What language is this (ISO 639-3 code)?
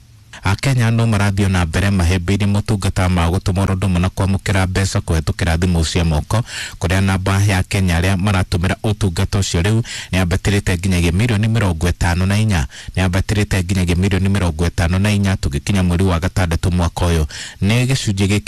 kik